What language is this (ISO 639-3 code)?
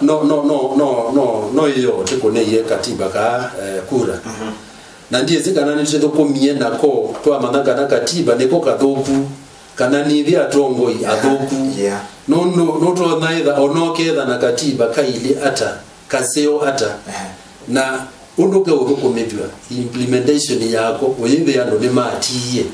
kam